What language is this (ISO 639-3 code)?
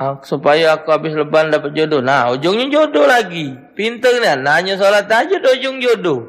mui